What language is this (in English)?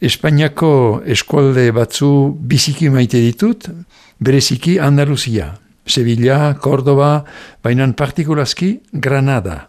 Basque